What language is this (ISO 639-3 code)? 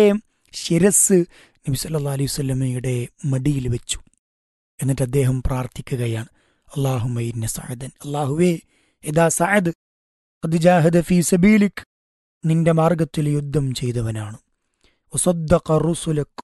mal